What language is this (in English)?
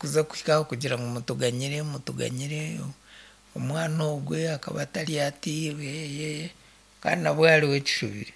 Nyankole